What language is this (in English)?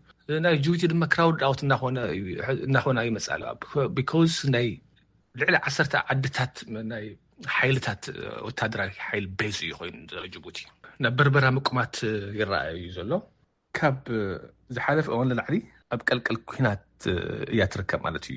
Tigrinya